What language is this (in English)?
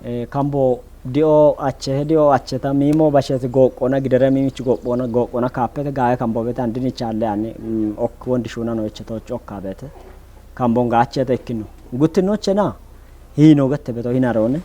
Kafa